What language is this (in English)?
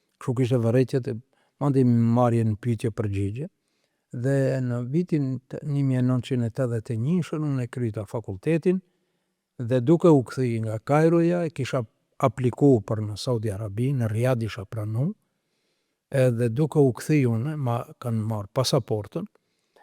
Albanian